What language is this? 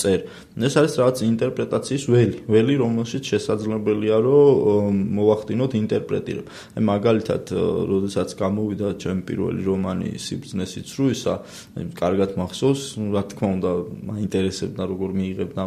Georgian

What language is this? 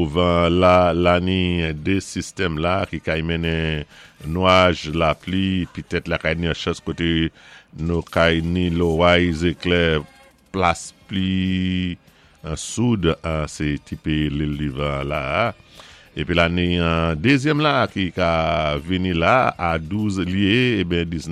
Saint Lucian Creole French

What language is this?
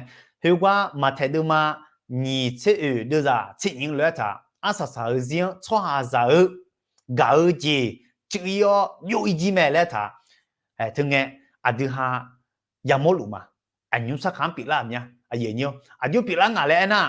Akha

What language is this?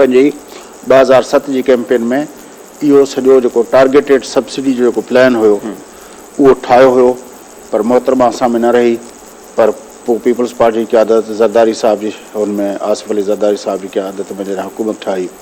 Sindhi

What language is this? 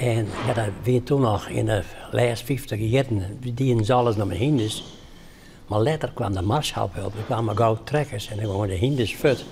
Western Frisian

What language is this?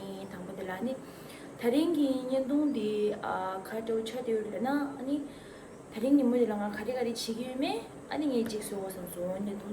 Tibetan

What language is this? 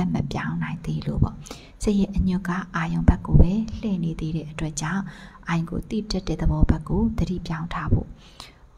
Burmese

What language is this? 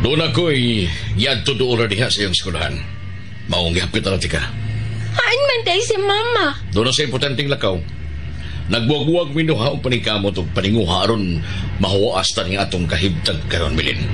Cebuano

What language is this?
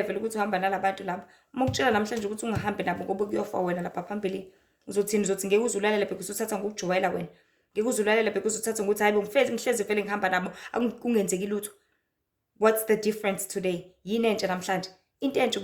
Zulu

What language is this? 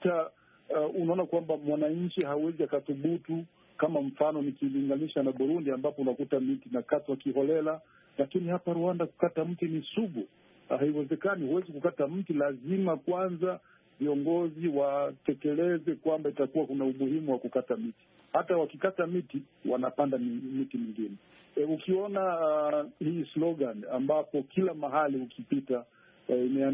Swahili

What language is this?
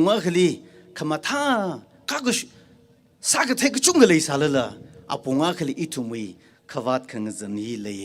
Tangkhul Naga (India)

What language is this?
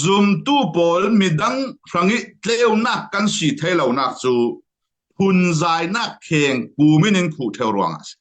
Falam Chin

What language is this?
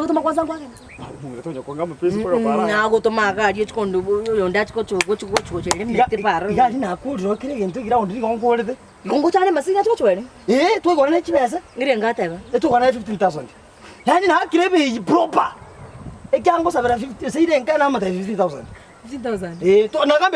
Gusii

